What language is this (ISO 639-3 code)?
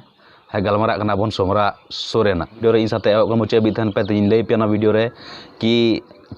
sat